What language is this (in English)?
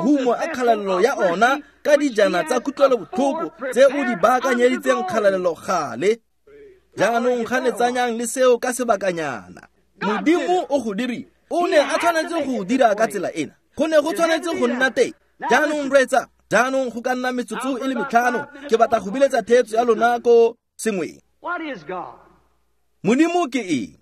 Tswana